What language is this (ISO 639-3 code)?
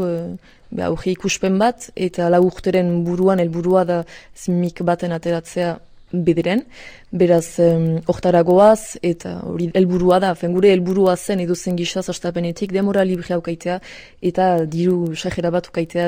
eus